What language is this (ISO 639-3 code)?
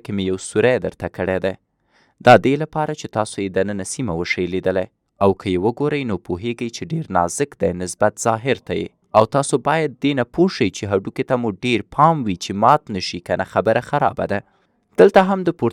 pus